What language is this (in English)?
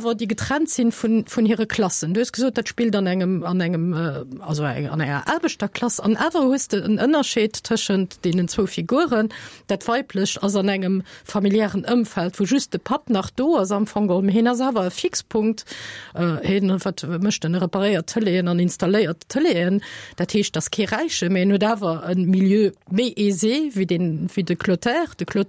Luxembourgish